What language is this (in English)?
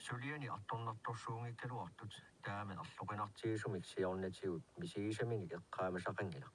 Kalaallisut